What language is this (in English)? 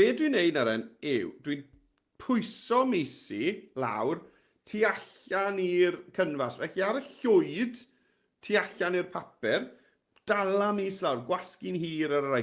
Welsh